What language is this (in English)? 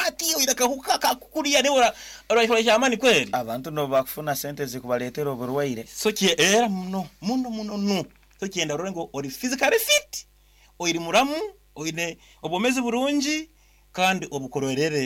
Nyankole